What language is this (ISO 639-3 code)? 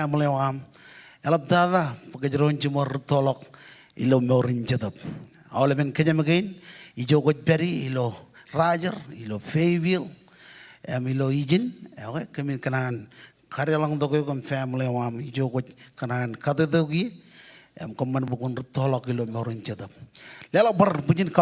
mah